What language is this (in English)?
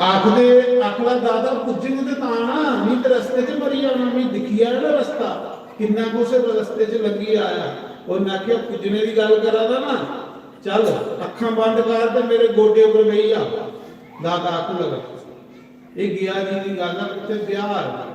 Dogri